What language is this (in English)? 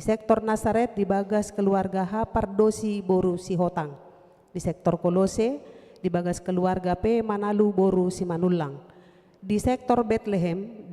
Batak Toba